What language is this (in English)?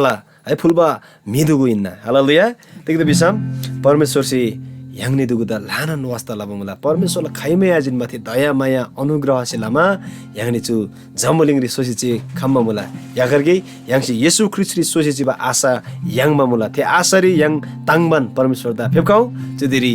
Eastern Tamang